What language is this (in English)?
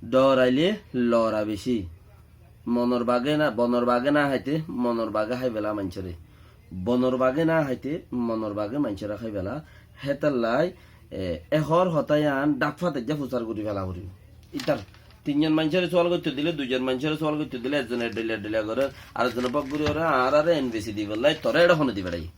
Rohingya